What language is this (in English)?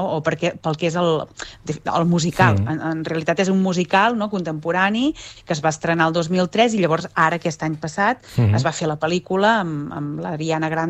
Catalan